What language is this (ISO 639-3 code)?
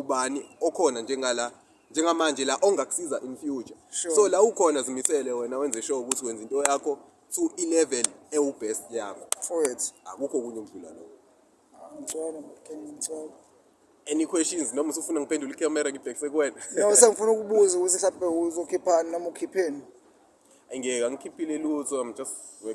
zul